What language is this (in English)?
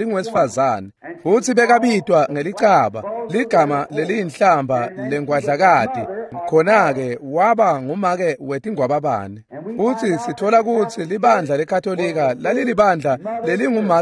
Swati